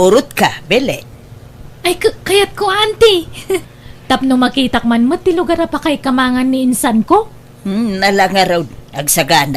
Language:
Iloko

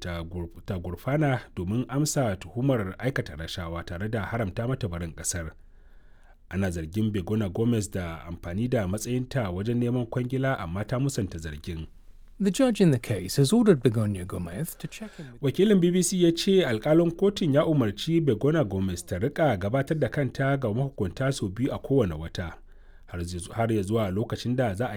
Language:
Hausa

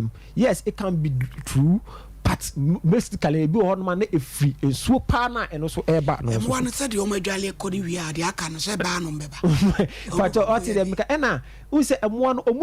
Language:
Akan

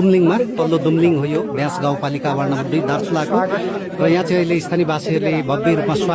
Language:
Nepali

